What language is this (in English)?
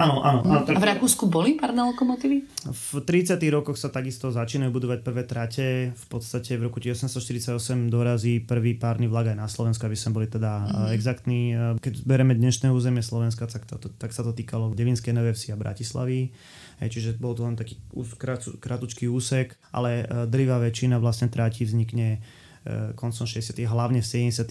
Slovak